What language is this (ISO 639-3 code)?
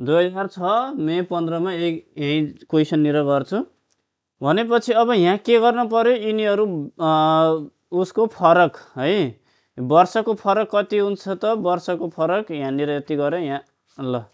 nep